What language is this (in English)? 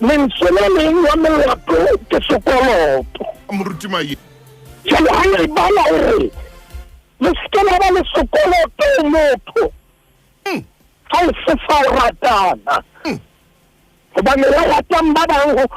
Southern Sotho